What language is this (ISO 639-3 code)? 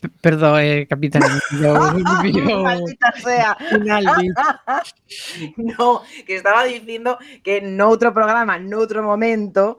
glg